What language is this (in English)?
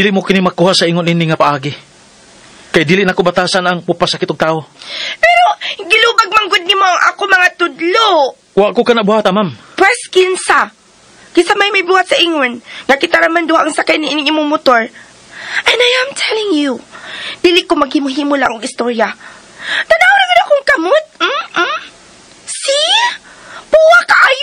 Cebuano